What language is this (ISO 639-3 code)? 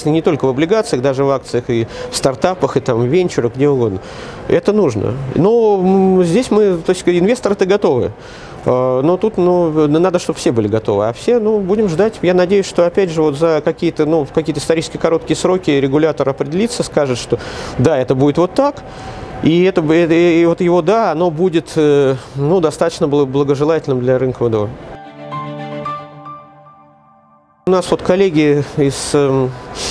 rus